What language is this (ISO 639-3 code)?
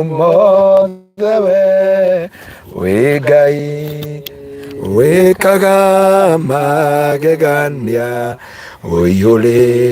kik